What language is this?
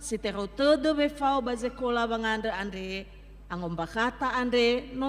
Nias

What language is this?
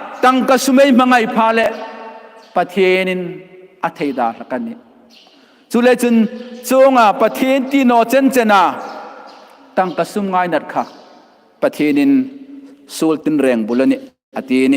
Hmar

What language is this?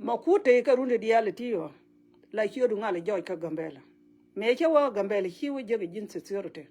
Nuer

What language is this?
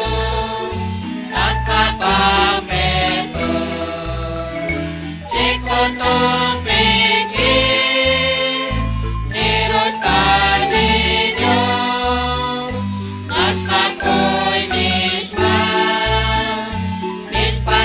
Kekchí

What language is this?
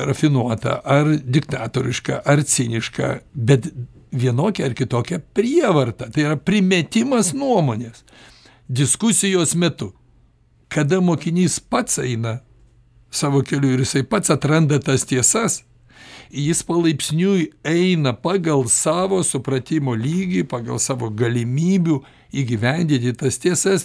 Lithuanian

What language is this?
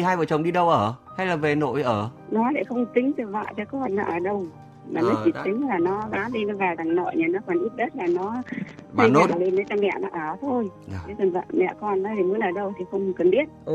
Vietnamese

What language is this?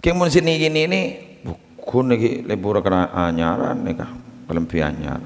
Madurese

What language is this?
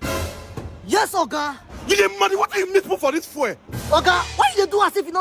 Nigerian Pidgin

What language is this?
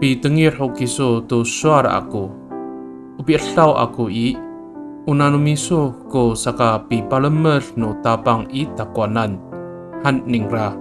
Amis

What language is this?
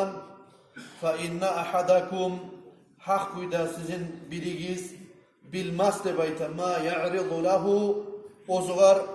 Kumyk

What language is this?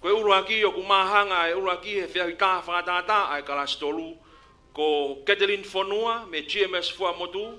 Tongan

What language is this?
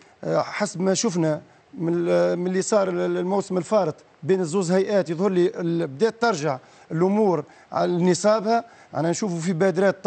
Tunisian Arabic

